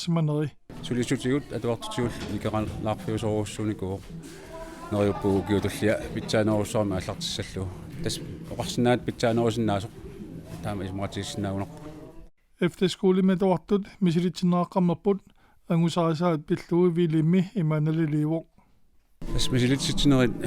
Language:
Kalaallisut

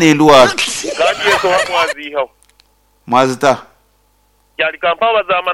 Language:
Nyankole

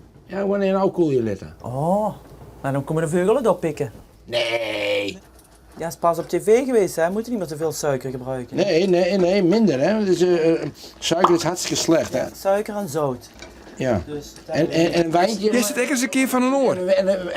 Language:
Western Frisian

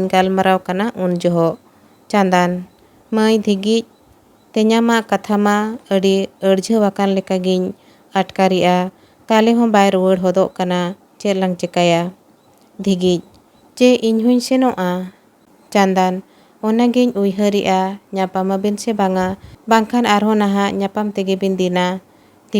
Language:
Santali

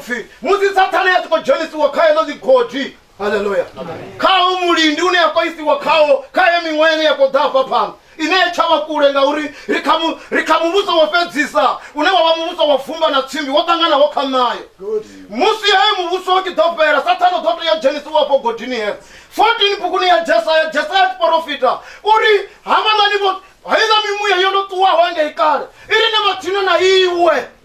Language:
Venda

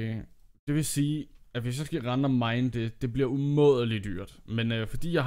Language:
Danish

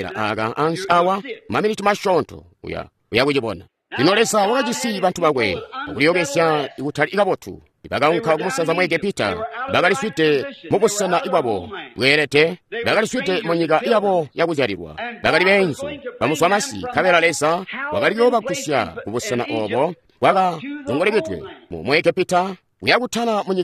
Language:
Tonga (Zambia)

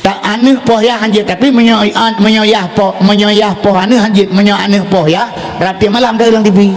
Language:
Achinese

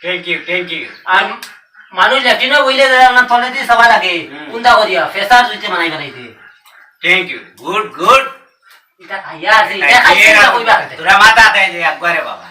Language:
Sylheti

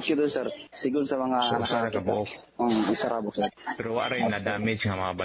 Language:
Cebuano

